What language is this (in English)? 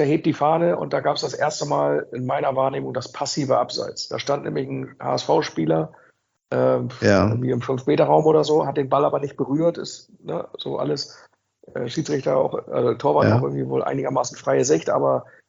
German